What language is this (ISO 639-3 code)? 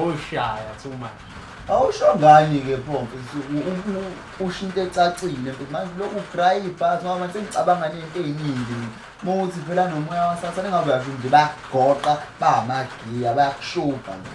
zul